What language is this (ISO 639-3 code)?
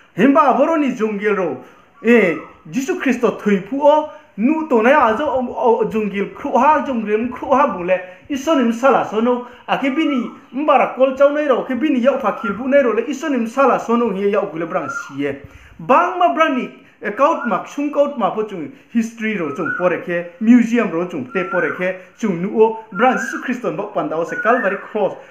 ria